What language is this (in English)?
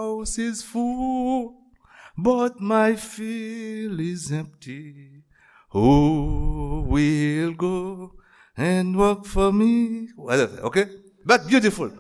Haitian Creole